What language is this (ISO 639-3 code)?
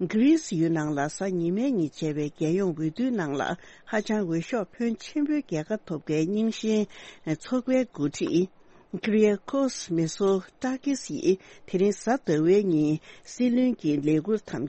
bod